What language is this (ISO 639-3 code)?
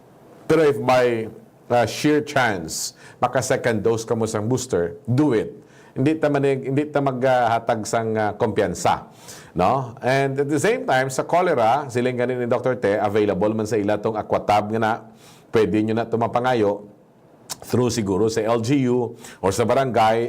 hil